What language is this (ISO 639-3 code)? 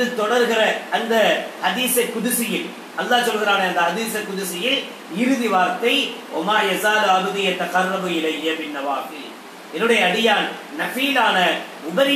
tam